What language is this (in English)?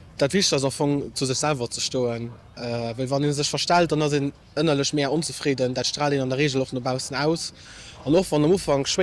Luxembourgish